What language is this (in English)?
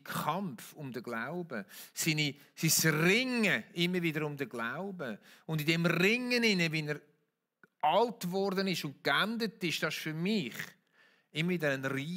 Swiss German